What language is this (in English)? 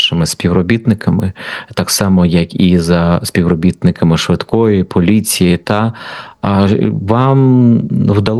Ukrainian